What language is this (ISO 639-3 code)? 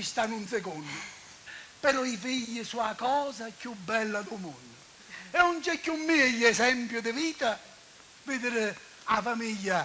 scn